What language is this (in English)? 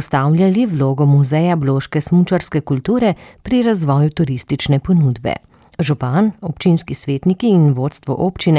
Slovenian